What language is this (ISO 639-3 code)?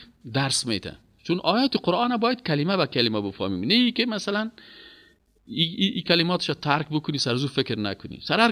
fas